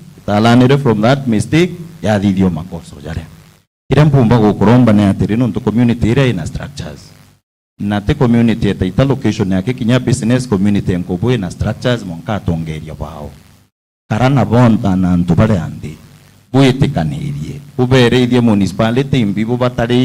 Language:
Meru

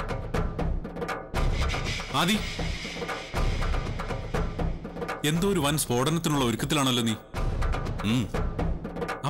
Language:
Malayalam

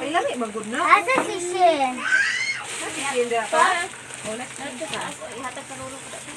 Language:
Cebuano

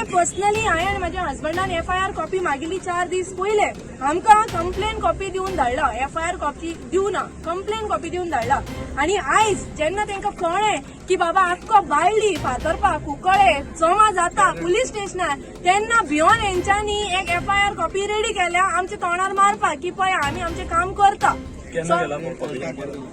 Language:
Konkani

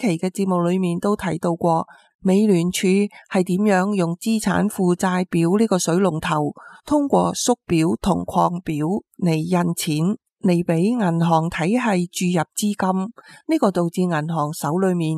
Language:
Cantonese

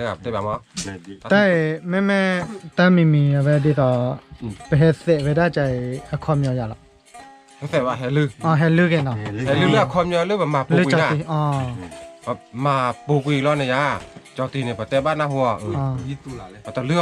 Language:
S'gaw Karen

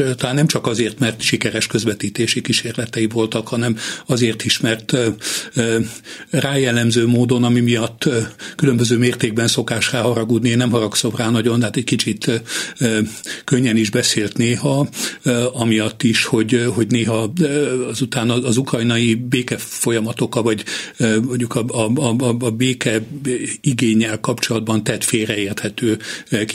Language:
Hungarian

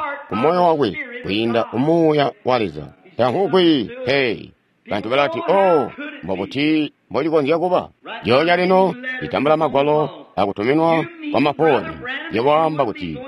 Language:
Tonga (Zambia)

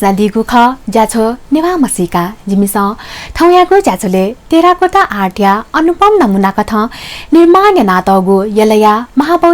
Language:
Newari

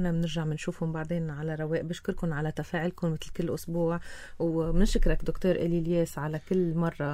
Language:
North Levantine Arabic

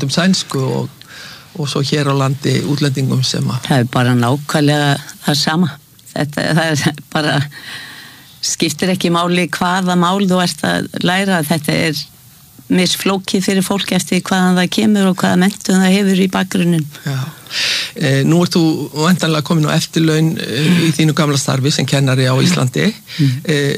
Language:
Icelandic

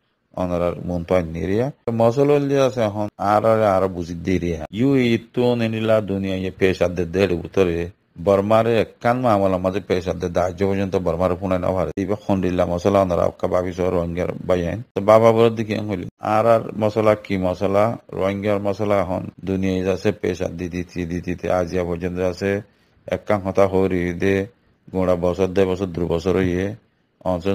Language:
Rohingya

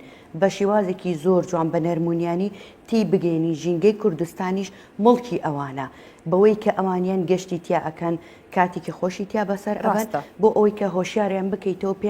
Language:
Central Kurdish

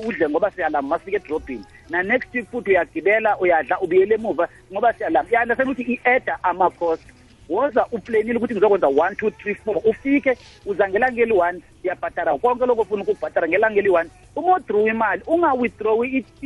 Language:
South Ndebele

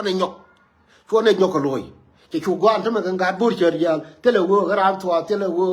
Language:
Nuer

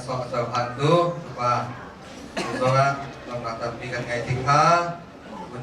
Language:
Hakha Chin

